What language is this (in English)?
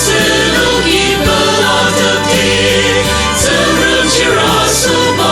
Ao Naga